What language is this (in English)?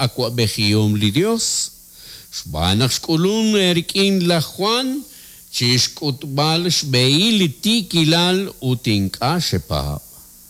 Kekchí